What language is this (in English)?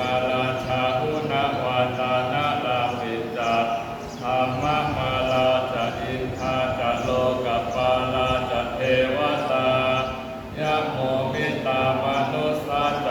Pali